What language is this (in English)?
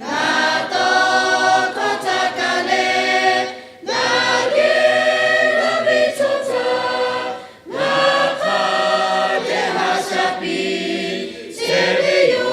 Lahu